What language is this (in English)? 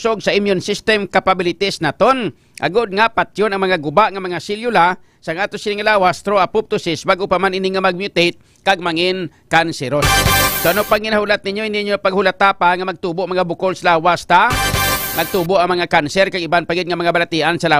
Hiligaynon